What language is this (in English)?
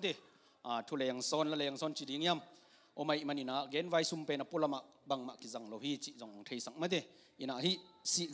Tedim Chin